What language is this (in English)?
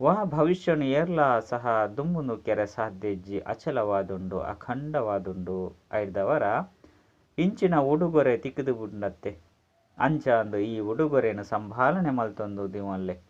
Tulu